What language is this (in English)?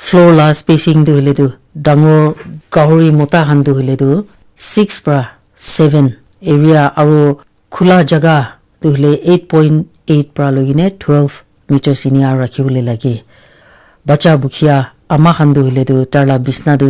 Naga Pidgin